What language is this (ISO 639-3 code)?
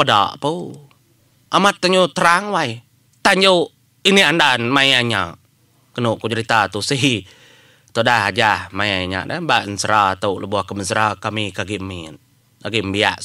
iba